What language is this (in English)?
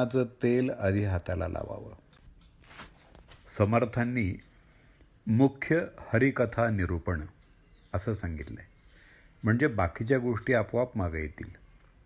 Marathi